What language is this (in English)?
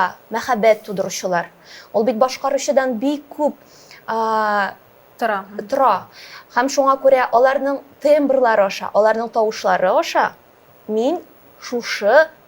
Tatar